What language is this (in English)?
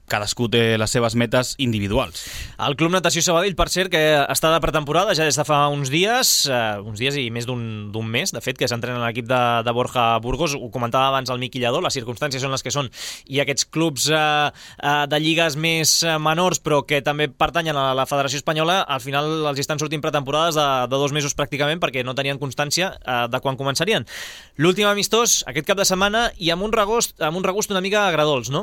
Catalan